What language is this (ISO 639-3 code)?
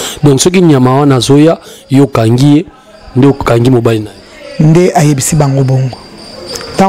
lin